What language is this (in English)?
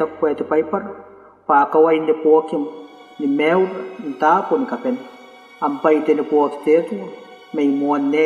Gilbertese